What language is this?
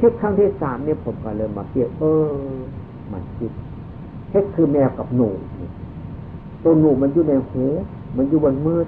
Northeastern Thai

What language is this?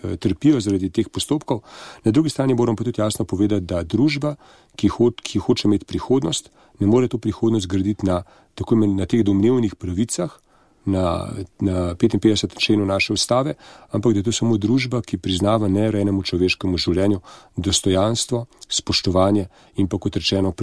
Slovenian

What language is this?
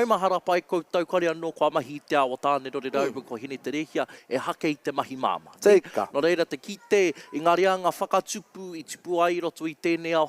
Māori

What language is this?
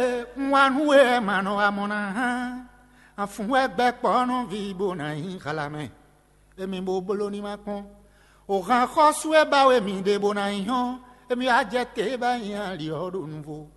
Fon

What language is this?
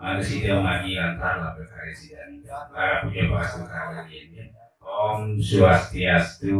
Balinese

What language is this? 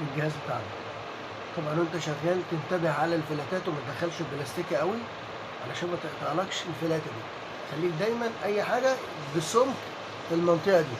Egyptian Arabic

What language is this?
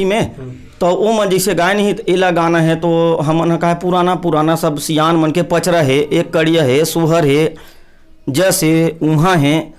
Chhattisgarhi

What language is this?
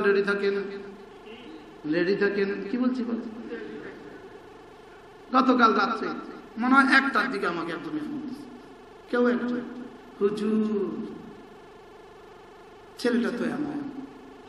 Bangla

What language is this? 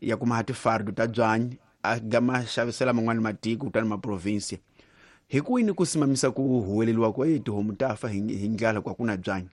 Tsonga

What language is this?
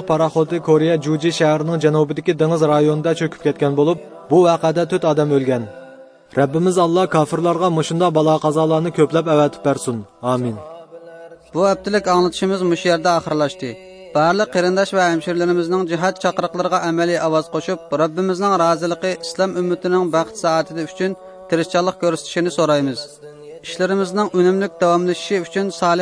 Uyghur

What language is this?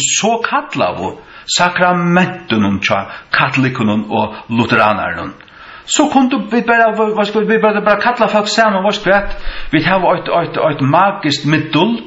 Faroese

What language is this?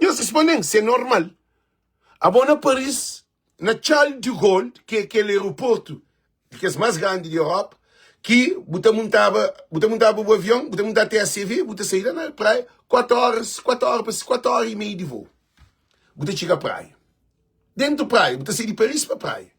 Kabuverdianu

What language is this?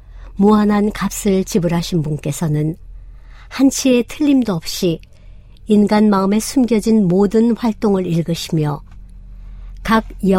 Korean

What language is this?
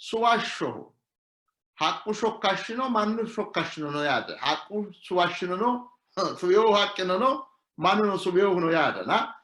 Sidamo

